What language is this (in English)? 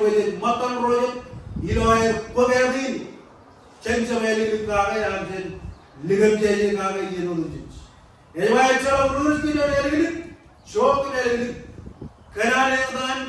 Marshallese